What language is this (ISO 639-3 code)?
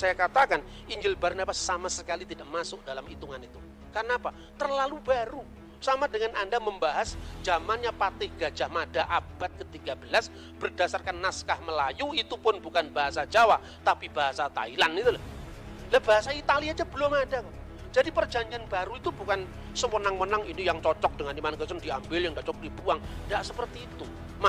ind